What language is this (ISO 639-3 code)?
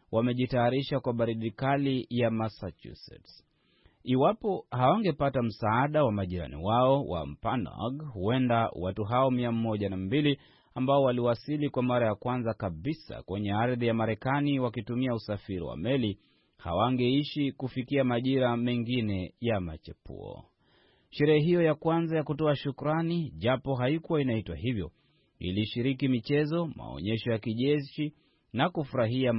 swa